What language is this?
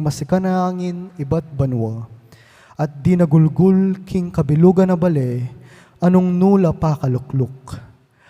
Pampanga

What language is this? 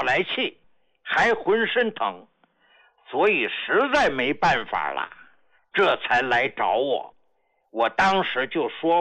Chinese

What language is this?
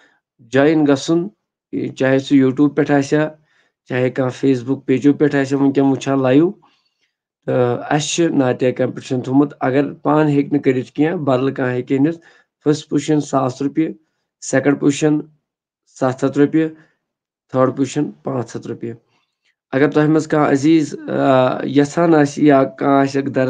Kashmiri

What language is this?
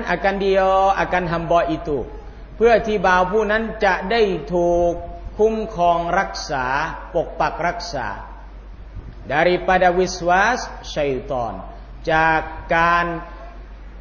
Thai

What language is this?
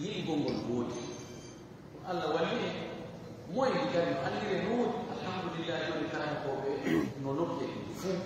Fula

